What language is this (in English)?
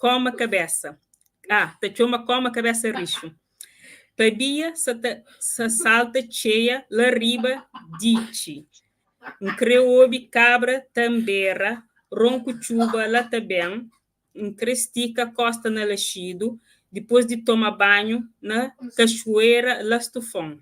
Kabuverdianu